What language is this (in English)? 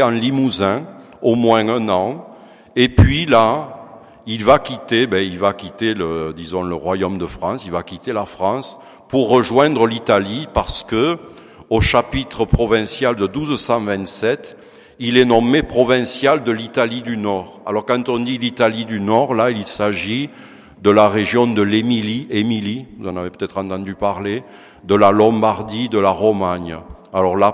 French